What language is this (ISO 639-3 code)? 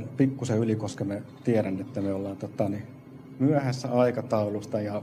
fin